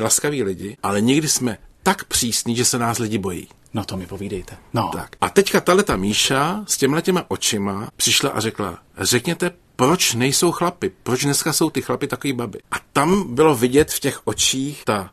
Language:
Czech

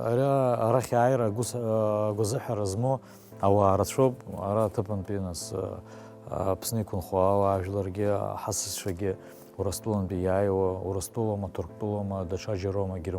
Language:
Abkhazian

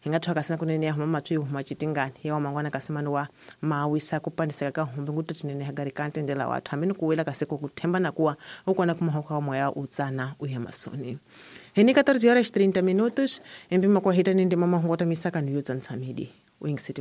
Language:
Tsonga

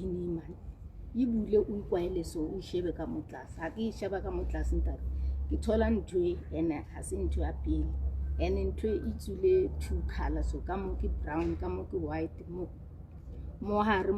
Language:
Southern Sotho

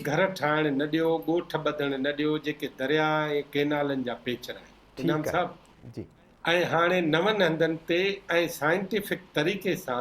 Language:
Sindhi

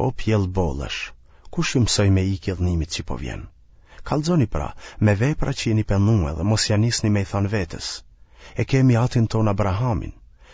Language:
Albanian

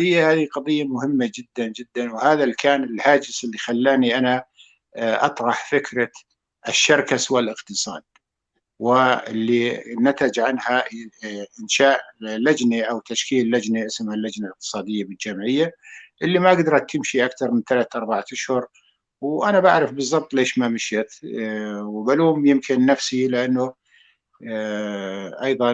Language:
North Levantine Arabic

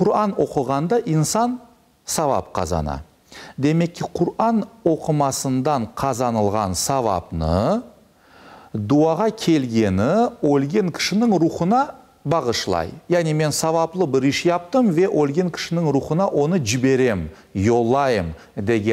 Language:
Crimean Tatar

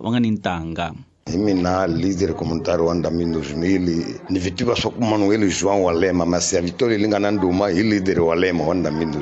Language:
Tsonga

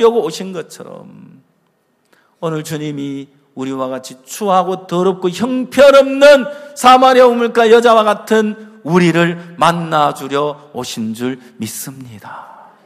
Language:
Korean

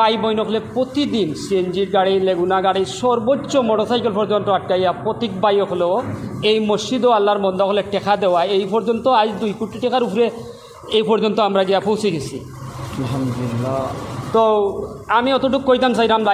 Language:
Sylheti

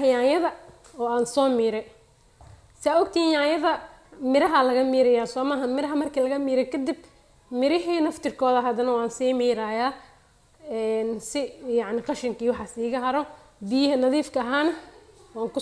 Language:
Somali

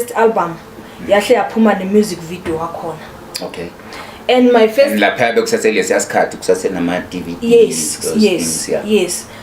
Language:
Zulu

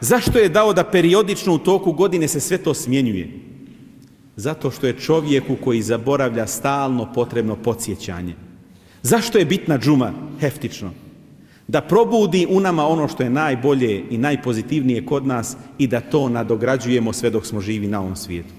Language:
Bosnian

